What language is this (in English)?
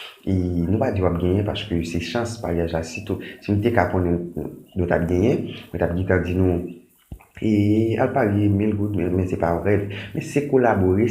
Haitian Creole